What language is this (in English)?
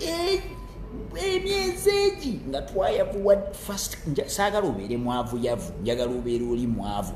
Ganda